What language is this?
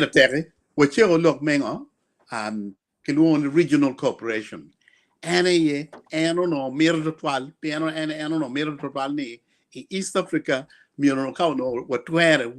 Acoli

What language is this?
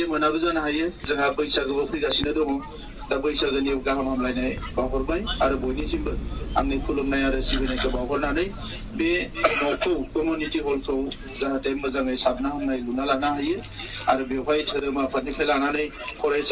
Bodo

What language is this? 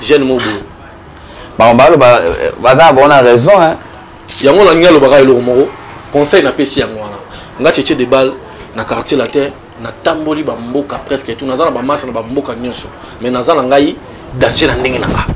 Lingala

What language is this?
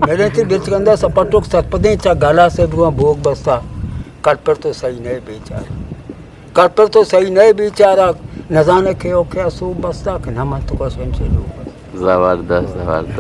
Eastern Balochi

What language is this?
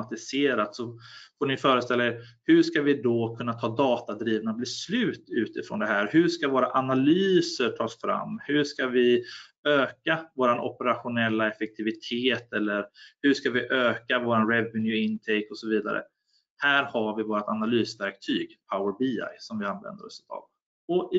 Swedish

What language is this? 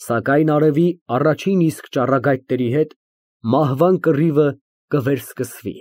Armenian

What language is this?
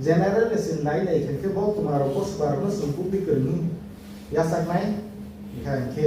Kok Borok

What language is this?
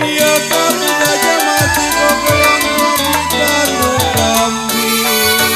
Betawi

